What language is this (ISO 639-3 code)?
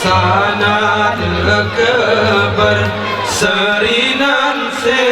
gay